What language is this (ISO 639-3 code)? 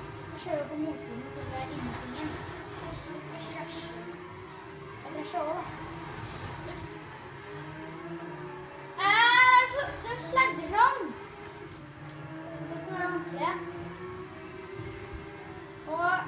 nor